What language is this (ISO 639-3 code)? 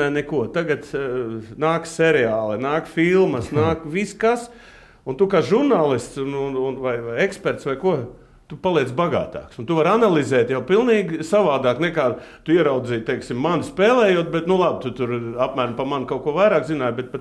lav